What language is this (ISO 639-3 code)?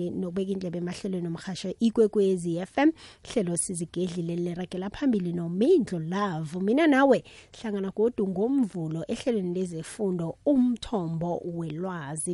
nbl